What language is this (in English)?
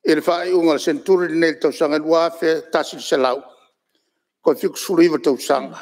Samoan